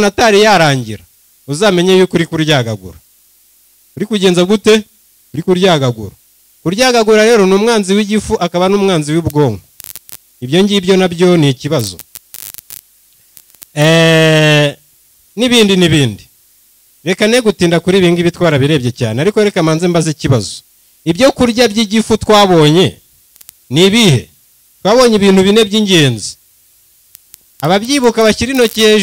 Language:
Kinyarwanda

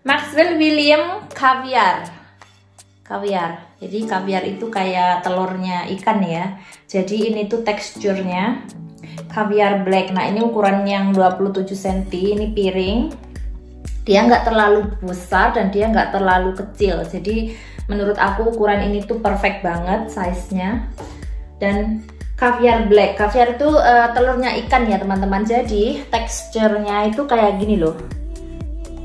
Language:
Indonesian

